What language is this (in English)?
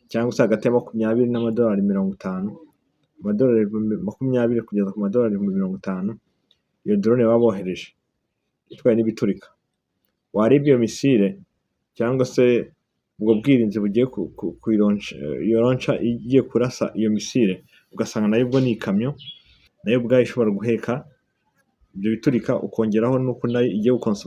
Kinyarwanda